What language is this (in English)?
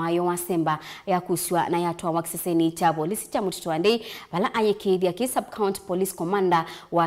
Kamba